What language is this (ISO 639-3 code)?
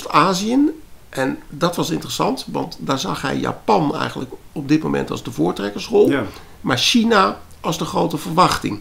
nld